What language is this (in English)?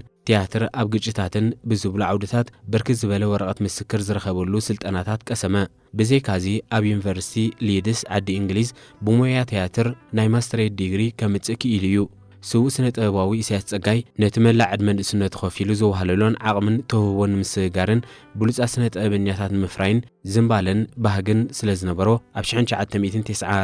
Tigrinya